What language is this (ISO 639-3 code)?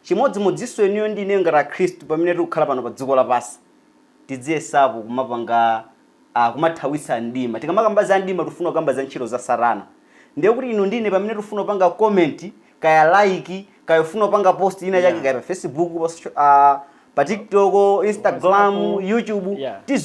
nya